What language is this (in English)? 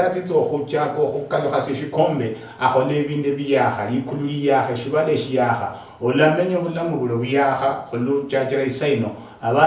Luyia